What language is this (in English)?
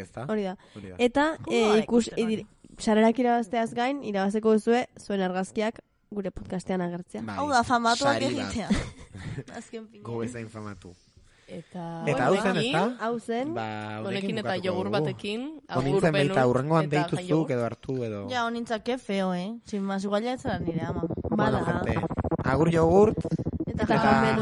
Basque